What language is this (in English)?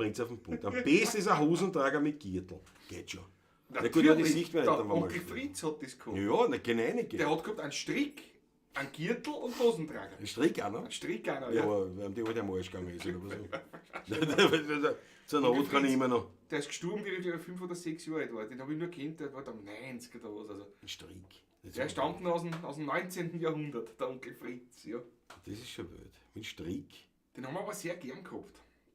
Bavarian